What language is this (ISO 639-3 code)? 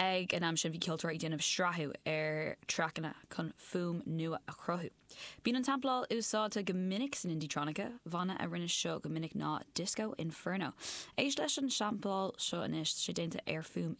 gle